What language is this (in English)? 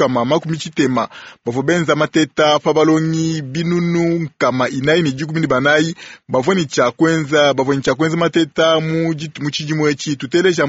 Luba-Lulua